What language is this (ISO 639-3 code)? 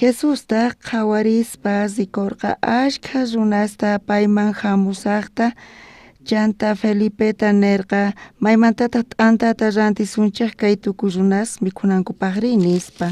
quh